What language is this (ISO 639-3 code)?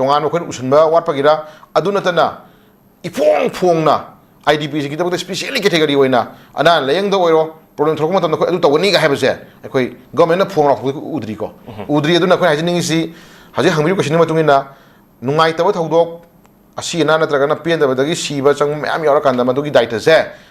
mni